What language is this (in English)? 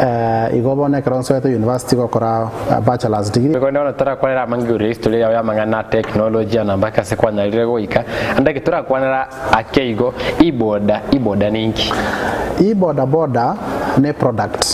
Gusii